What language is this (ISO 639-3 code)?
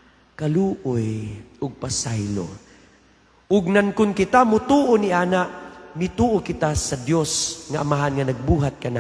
ceb